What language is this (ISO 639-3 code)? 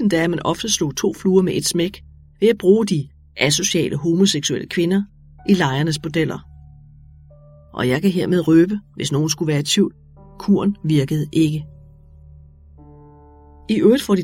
dan